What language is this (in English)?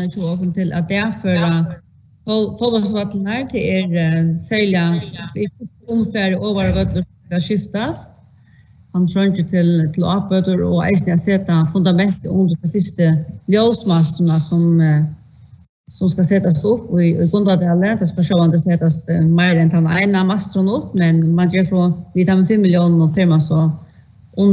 Faroese